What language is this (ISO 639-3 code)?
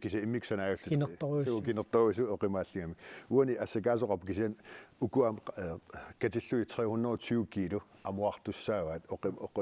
kal